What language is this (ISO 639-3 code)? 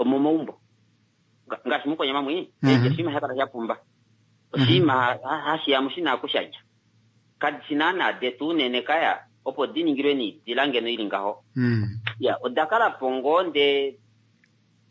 kua